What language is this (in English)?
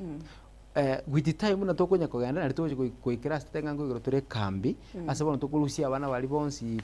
Gusii